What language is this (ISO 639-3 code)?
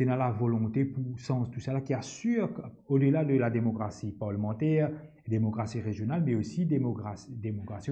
mfe